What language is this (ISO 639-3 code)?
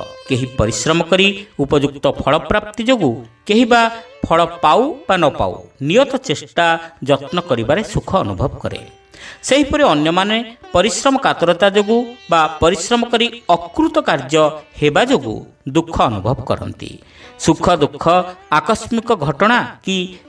ori